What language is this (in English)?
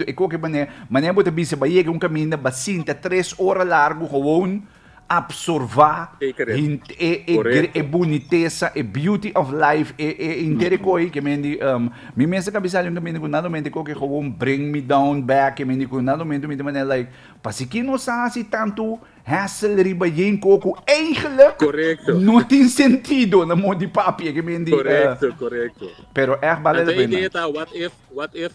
Papiamento